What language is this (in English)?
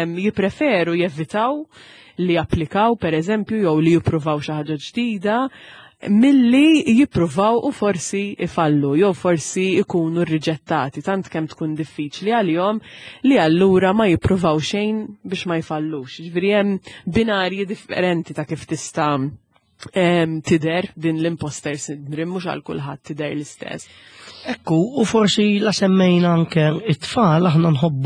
Maltese